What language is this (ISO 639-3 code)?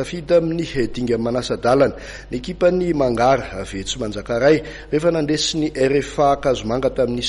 mlg